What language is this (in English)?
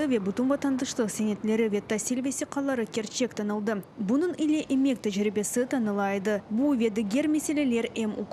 Crimean Tatar